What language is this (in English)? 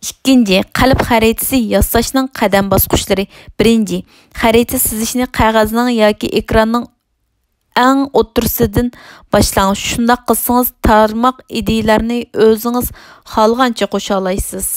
Uyghur